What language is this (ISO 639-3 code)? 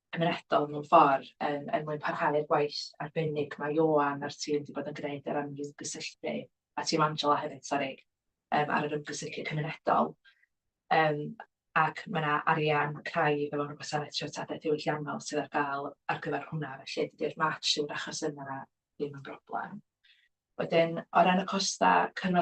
cym